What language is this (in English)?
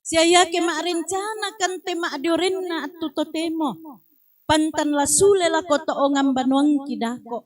Toraja-Sa'dan